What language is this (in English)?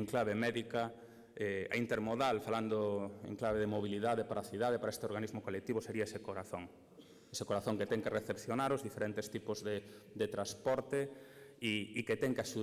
Galician